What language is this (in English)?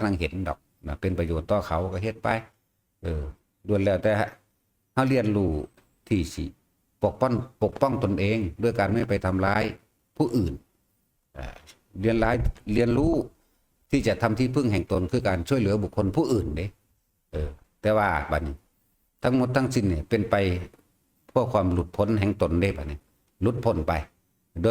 Northeastern Thai